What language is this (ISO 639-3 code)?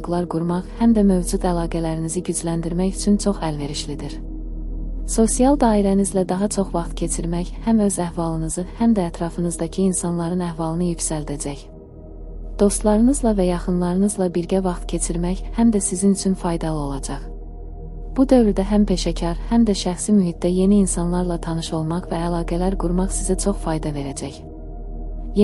aze